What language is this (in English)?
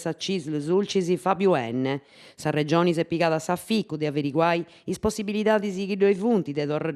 Sardinian